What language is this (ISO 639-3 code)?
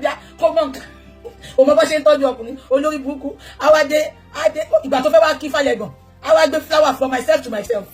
yor